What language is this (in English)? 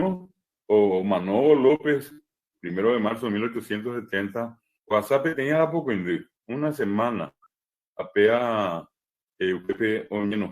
Guarani